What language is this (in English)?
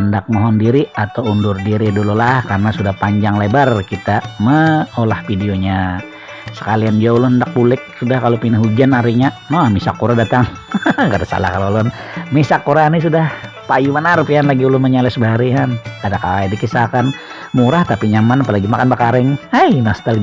Banjar